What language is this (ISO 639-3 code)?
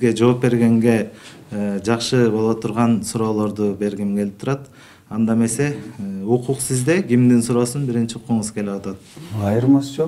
kir